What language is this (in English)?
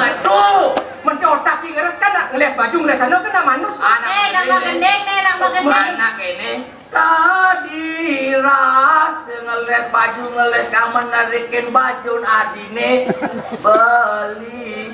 Balinese